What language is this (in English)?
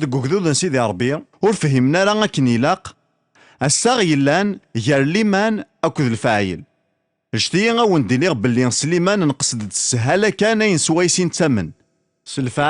Kabyle